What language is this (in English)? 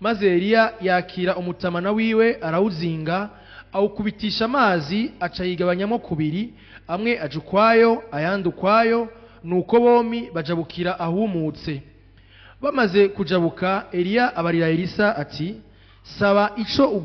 Rundi